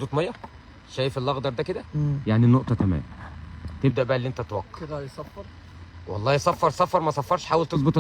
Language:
Egyptian Arabic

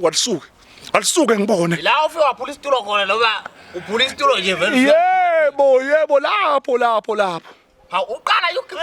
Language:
Zulu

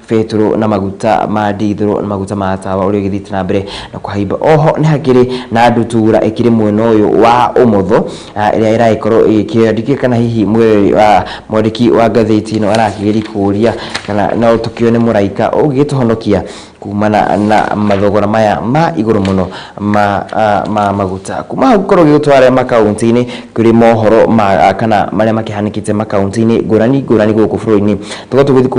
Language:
Kikuyu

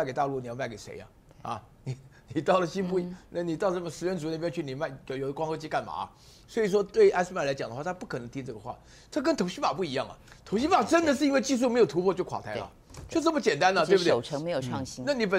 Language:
Chinese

